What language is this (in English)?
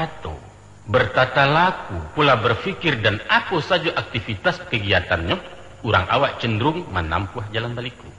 Minangkabau